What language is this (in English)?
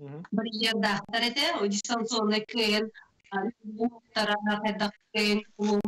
Yakut